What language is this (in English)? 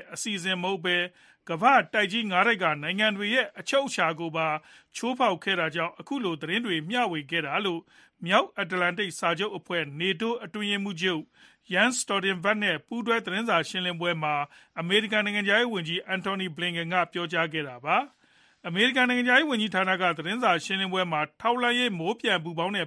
Burmese